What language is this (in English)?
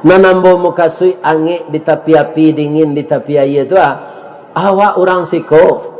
Minangkabau